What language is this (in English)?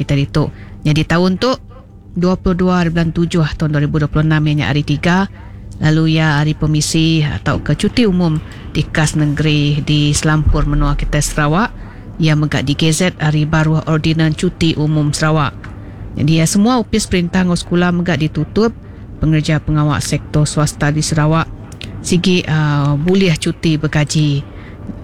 Iban